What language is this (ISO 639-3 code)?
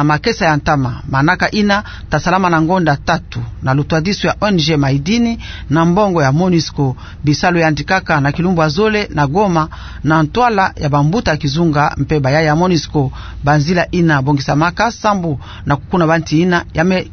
ktu